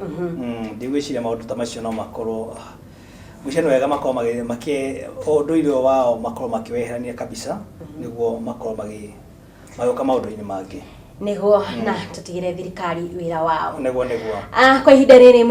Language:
Kikuyu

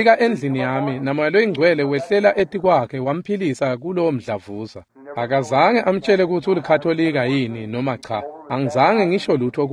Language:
Swati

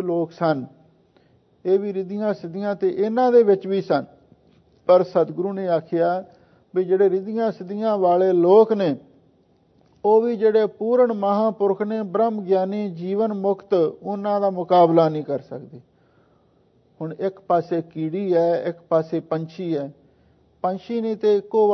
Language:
Punjabi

